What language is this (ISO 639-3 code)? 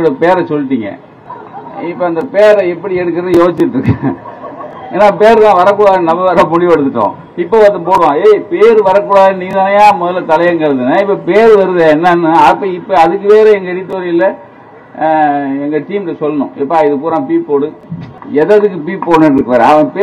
tam